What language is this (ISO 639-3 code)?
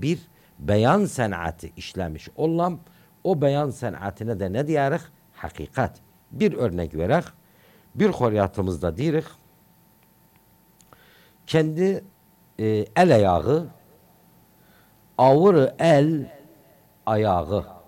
tur